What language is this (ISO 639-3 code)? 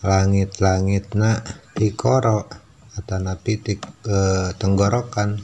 sun